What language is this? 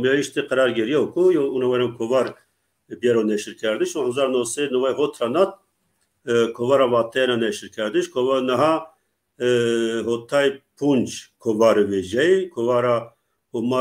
Zaza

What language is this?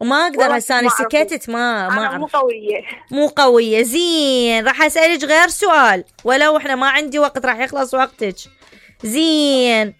Mesopotamian Arabic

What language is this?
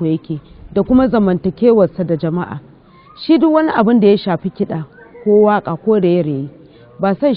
Hausa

